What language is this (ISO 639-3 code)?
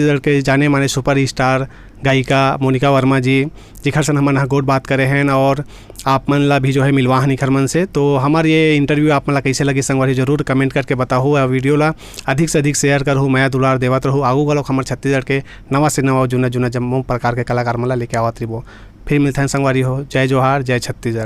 hne